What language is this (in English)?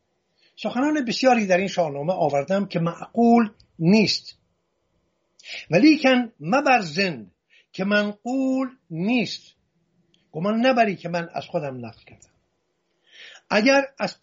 Persian